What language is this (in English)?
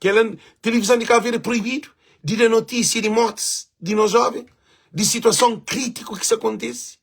Kabuverdianu